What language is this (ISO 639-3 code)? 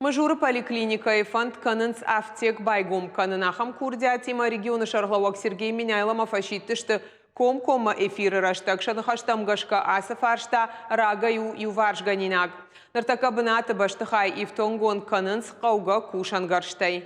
oss